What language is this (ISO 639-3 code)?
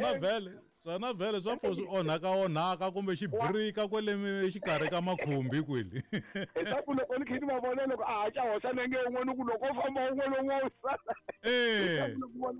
tso